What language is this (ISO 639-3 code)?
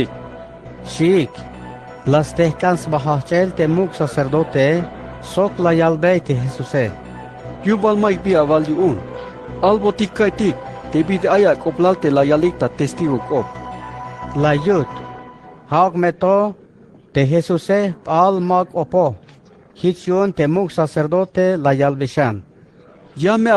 tzh